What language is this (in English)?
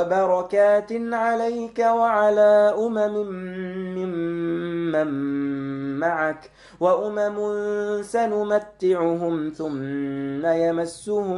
Arabic